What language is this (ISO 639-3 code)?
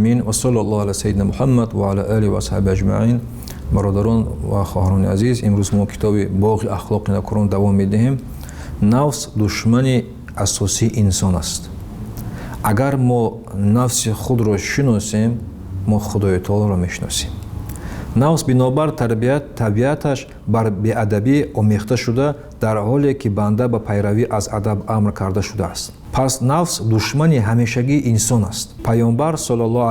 tgk